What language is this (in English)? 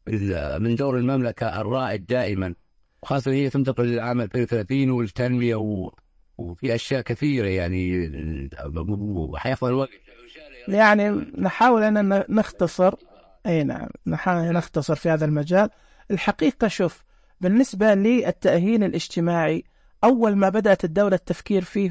Najdi Arabic